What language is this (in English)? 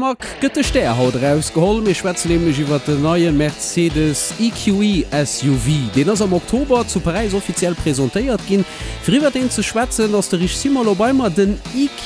Luxembourgish